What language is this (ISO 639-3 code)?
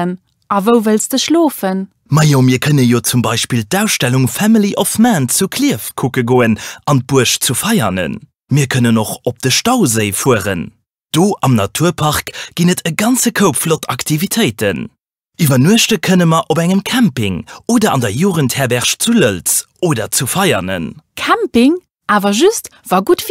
ltz